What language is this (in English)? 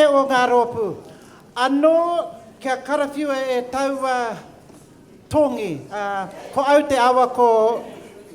Māori